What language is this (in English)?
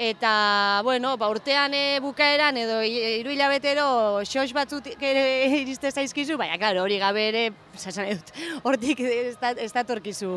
Basque